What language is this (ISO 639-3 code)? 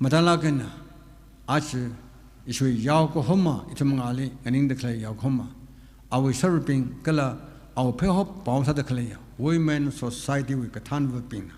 nmf